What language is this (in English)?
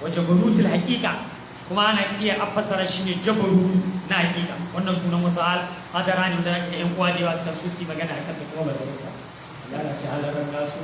Hausa